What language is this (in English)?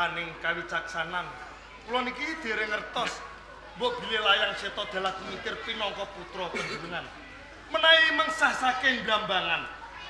Javanese